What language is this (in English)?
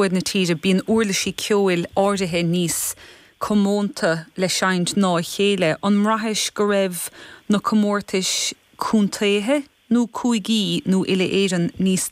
Irish